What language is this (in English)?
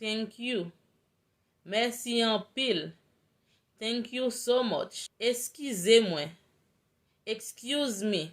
Haitian Creole